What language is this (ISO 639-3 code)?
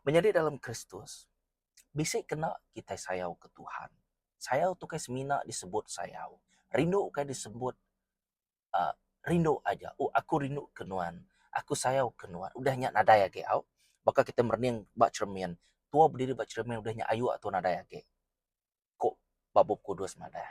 iba